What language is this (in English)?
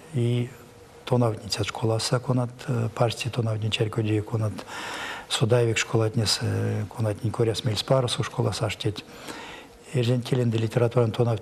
Erzya